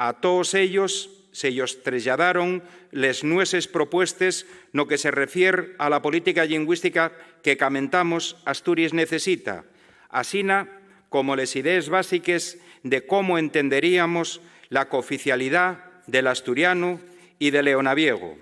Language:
Asturian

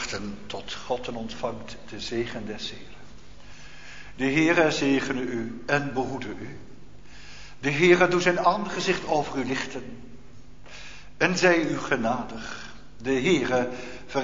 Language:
Dutch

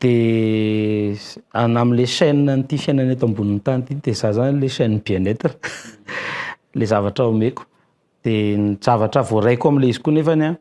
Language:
Malagasy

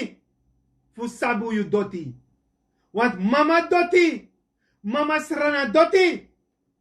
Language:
Sranan Tongo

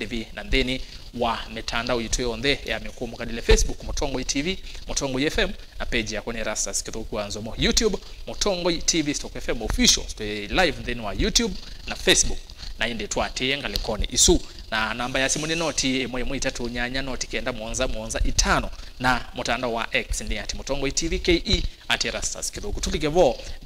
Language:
Kamba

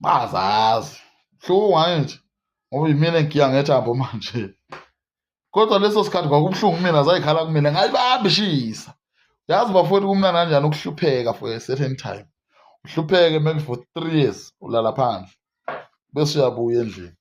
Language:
Zulu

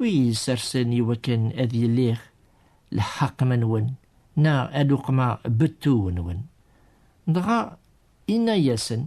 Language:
Kabyle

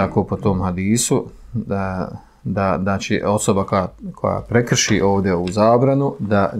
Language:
Bosnian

